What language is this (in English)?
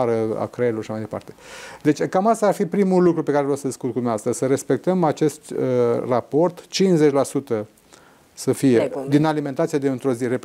Romanian